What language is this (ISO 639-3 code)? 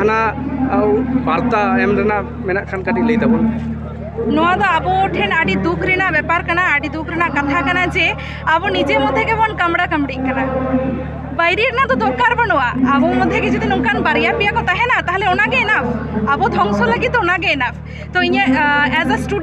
sat